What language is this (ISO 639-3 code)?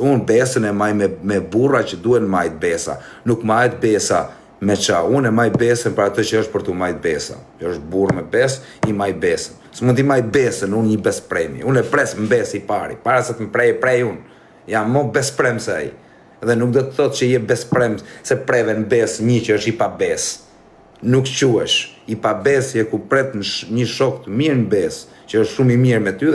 sqi